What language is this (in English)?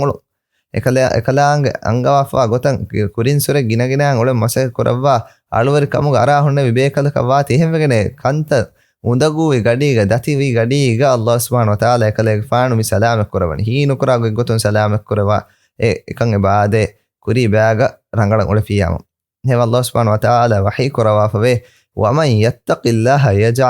Divehi